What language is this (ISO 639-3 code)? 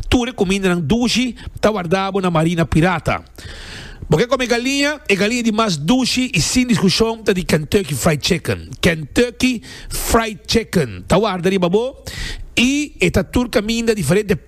pap